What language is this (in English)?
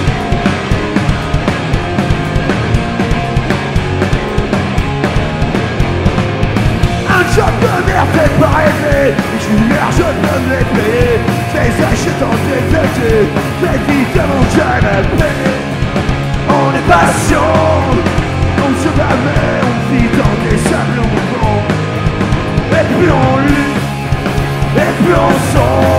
French